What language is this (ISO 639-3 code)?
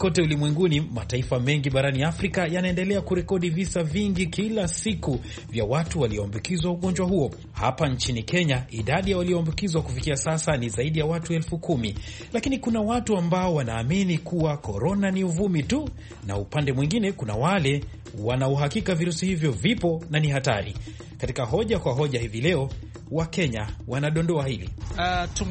swa